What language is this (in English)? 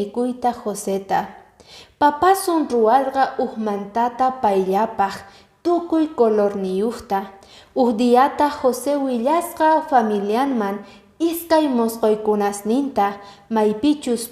Quechua